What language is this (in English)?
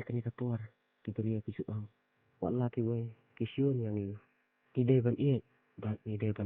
Khasi